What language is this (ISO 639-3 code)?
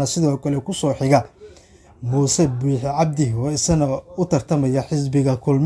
som